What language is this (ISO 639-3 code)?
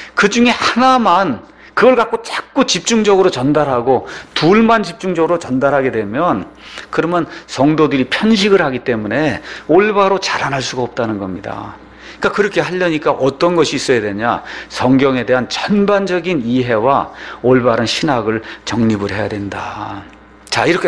kor